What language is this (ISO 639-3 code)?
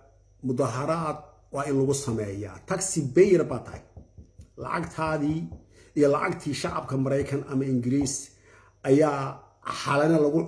som